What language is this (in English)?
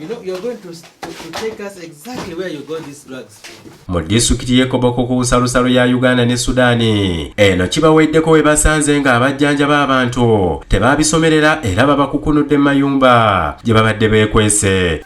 Ganda